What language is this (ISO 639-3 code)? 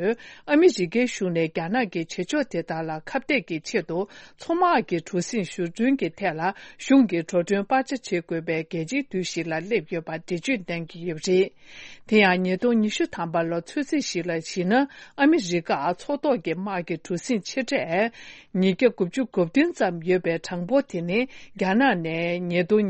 bod